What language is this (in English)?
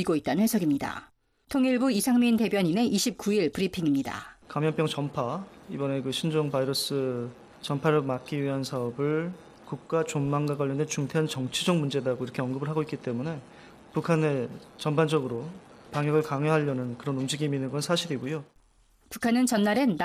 Korean